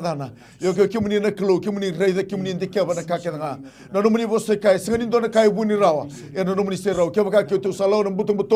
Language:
Fijian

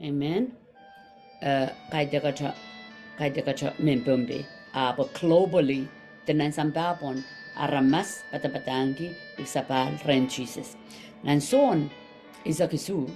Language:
Pohnpeian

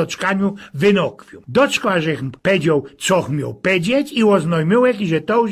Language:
Silesian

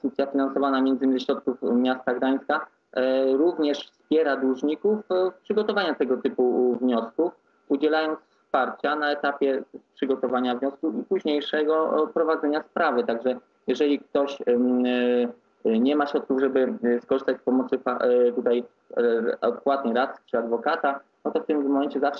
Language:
Polish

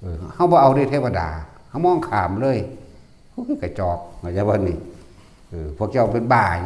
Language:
Northeastern Thai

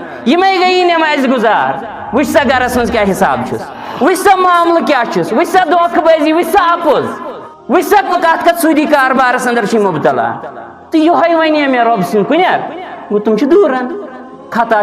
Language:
Kashmiri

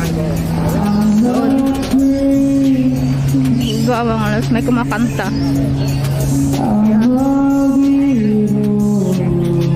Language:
Filipino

